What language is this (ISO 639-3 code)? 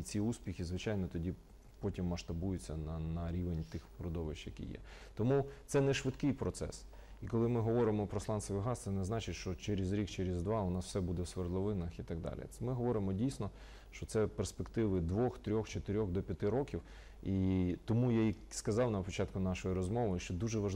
ukr